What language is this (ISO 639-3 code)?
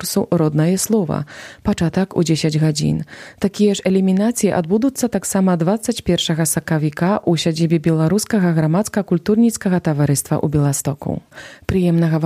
bel